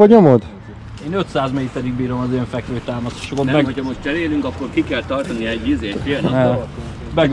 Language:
Hungarian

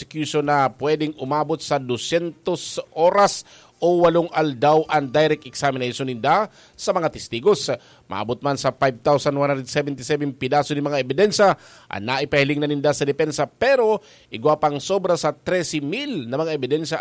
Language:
Bikol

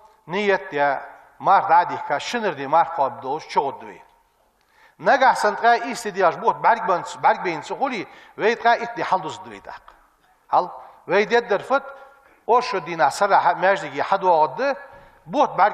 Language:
Ingush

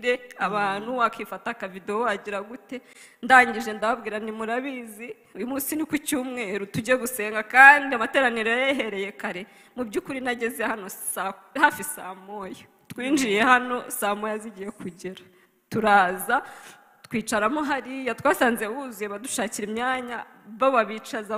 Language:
Kinyarwanda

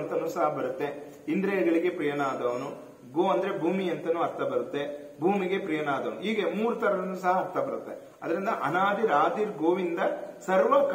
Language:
Kannada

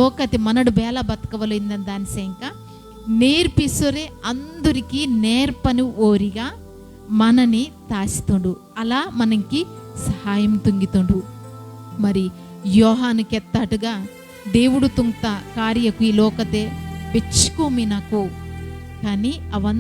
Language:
Koya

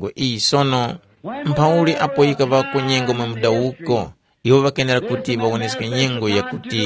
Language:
Tumbuka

